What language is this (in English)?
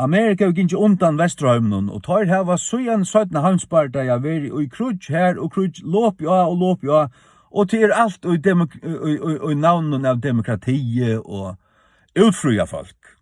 Faroese